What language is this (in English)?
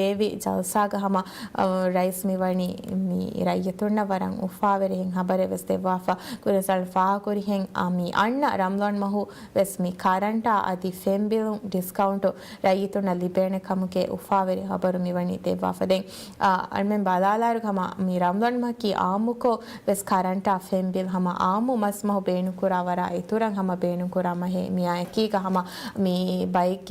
Divehi